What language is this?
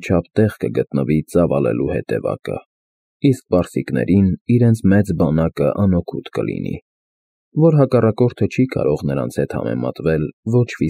Armenian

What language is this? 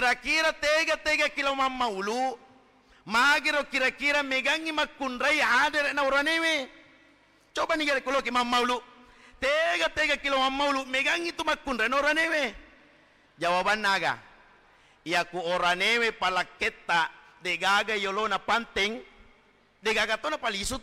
Buginese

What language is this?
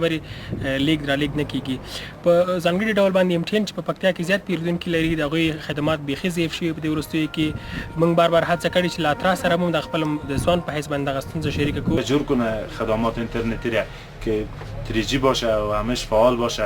Pashto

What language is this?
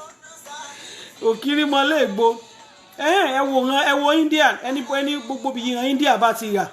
Yoruba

